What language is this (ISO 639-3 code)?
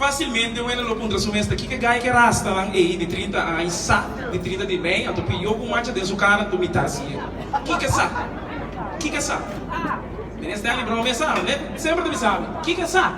pap